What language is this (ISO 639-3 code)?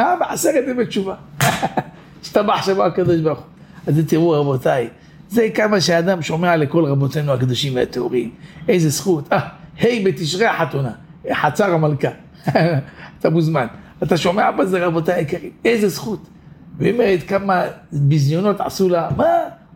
heb